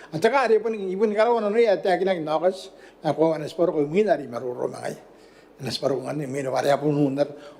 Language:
Gilbertese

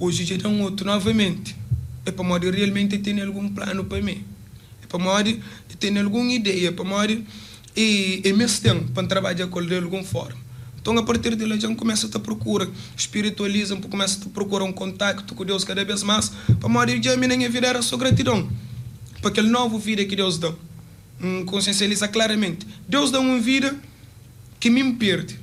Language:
Kabuverdianu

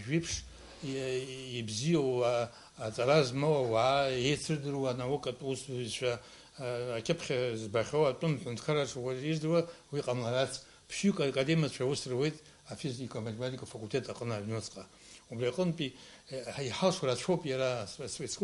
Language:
Abkhazian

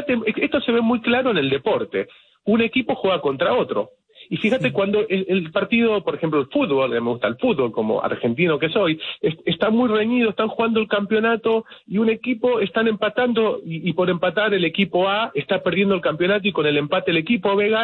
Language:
Spanish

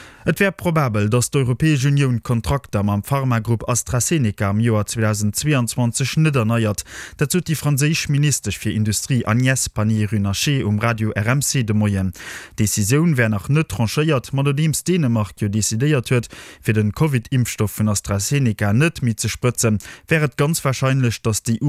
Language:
Luxembourgish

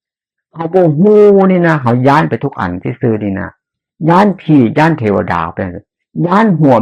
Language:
Northeastern Thai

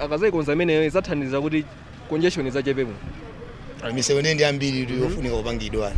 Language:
Nyanja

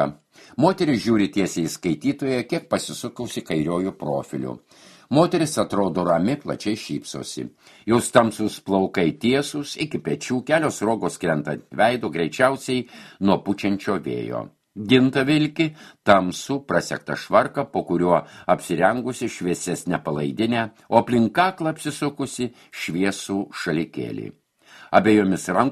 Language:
Lithuanian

